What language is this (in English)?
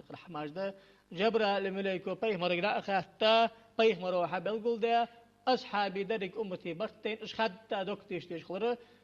Ingush